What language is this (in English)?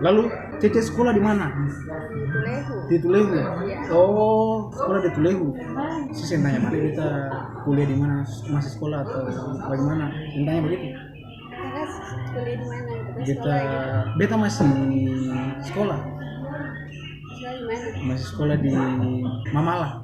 Ambonese Malay